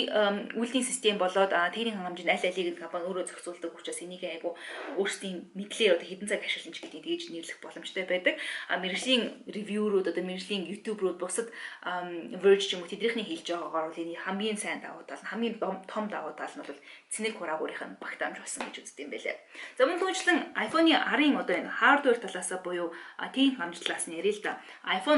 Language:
Mongolian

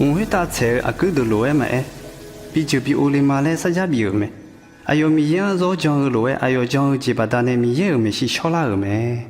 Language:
Akha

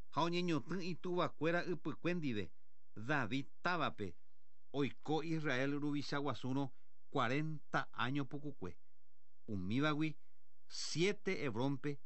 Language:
Guarani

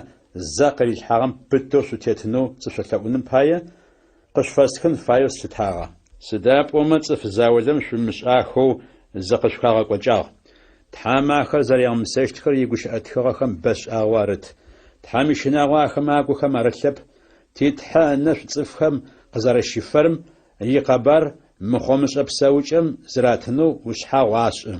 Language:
Adyghe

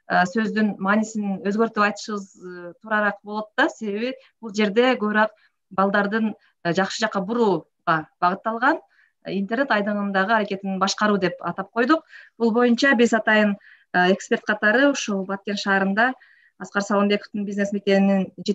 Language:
Kyrgyz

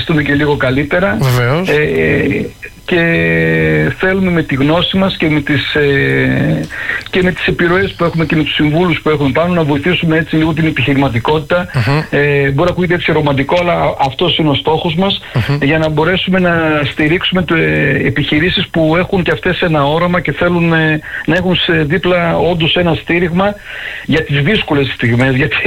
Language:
Greek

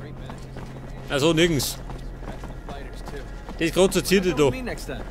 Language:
Bavarian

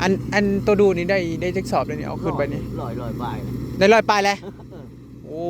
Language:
Northeastern Thai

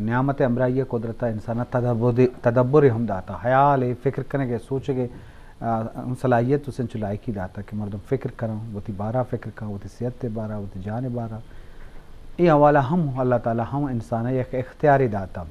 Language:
Eastern Balochi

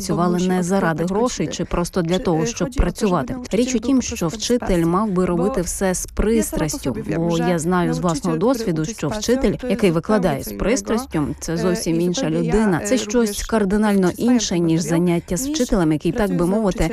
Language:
Ukrainian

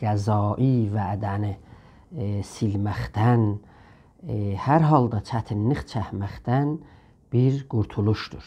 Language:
South Azerbaijani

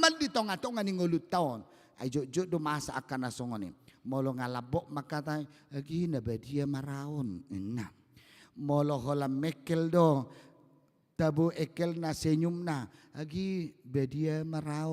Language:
Batak Toba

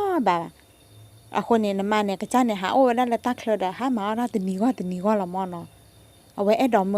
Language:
S'gaw Karen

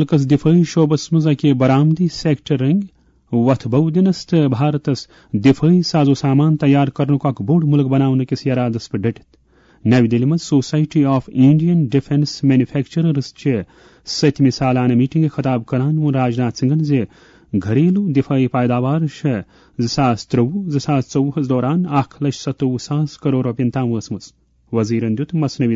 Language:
Kashmiri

